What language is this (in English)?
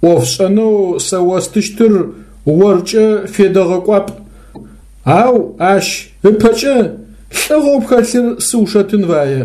Adyghe